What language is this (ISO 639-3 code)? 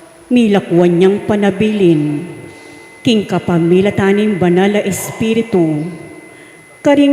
pam